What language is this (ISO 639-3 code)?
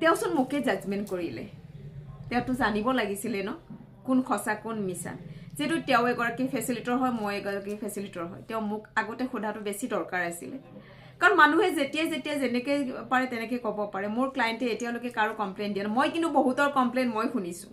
asm